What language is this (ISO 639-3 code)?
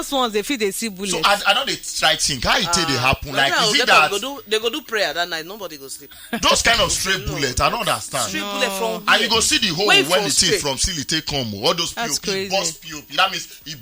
pcm